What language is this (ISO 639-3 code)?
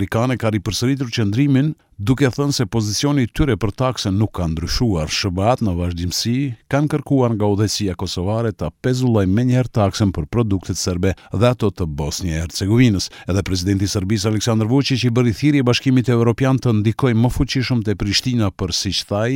sqi